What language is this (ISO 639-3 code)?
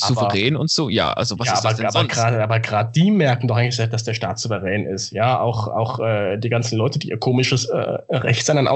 deu